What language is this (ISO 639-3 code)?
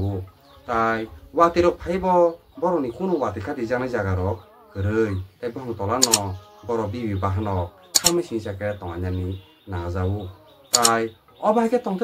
trp